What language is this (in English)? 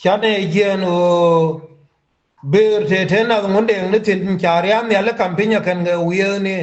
Nuer